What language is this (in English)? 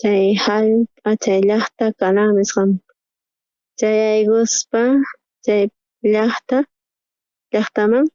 South Bolivian Quechua